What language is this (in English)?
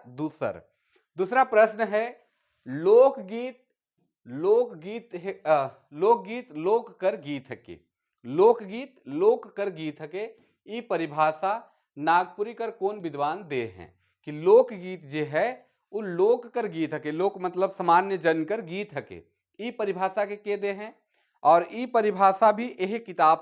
Sadri